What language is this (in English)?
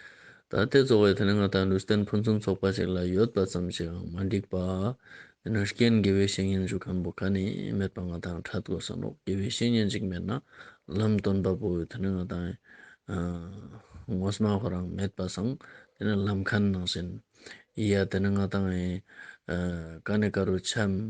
Ladakhi